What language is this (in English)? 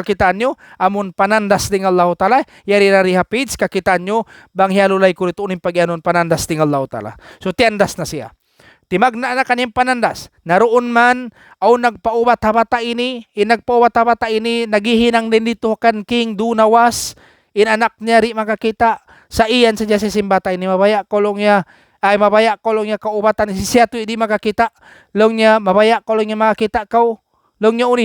Tausug